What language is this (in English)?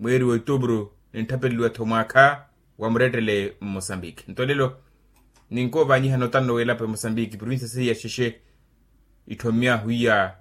Makhuwa